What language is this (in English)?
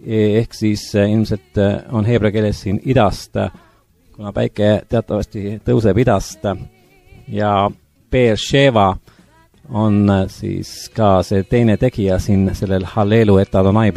Estonian